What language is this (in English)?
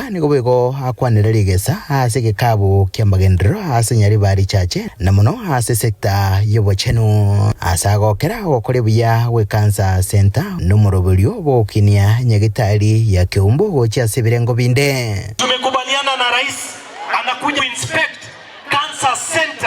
Gusii